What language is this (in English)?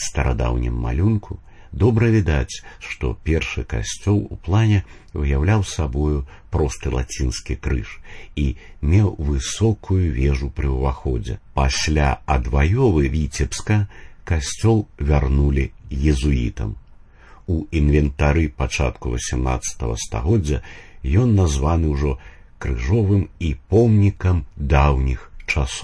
Belarusian